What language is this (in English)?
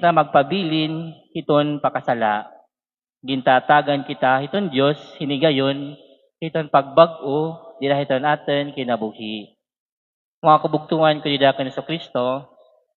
Waray